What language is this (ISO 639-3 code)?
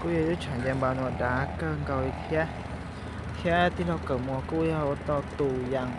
hmn